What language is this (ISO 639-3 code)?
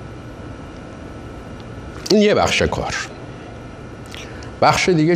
fas